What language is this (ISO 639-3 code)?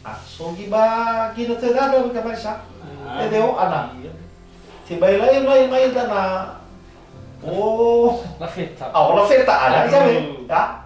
nia